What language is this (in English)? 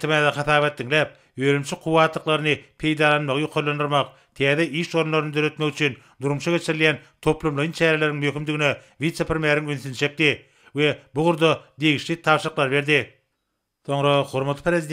Turkmen